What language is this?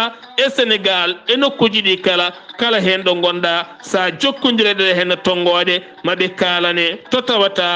Fula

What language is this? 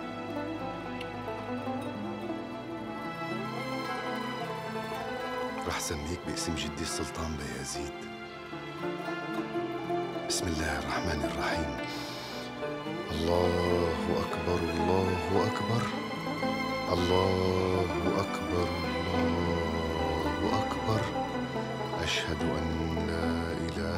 Arabic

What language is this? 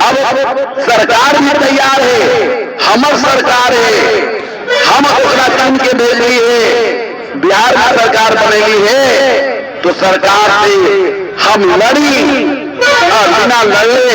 Magahi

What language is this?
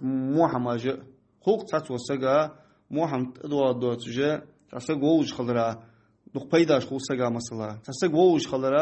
Ingush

